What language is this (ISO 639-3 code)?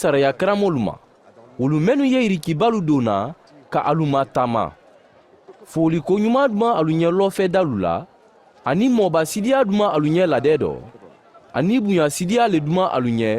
man